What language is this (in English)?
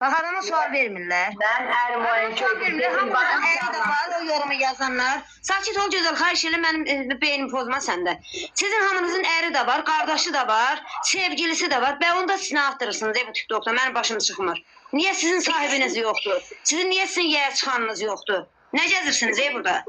Azerbaijani